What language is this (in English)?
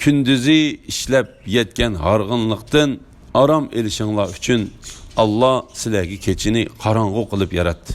Uyghur